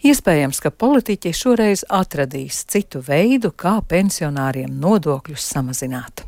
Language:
Latvian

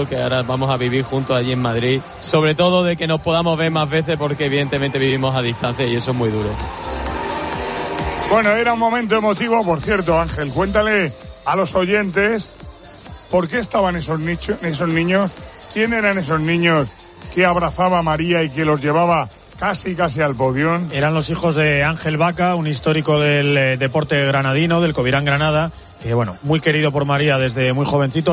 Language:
Spanish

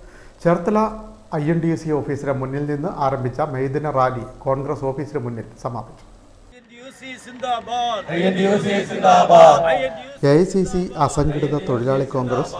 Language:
Malayalam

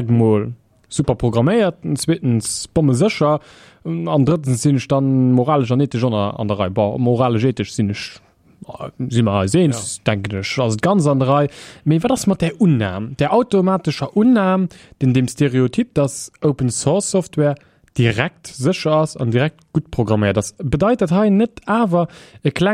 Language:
Luxembourgish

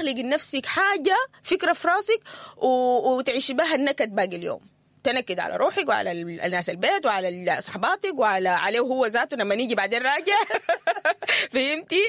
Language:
Sudanese Arabic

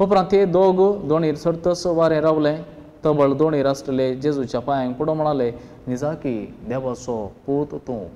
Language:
Konkani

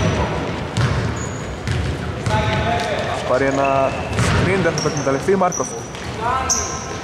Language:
Greek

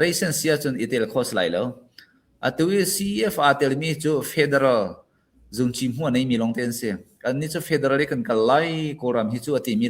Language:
Hakha Chin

